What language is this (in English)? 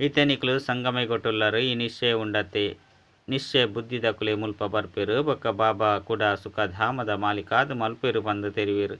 Tulu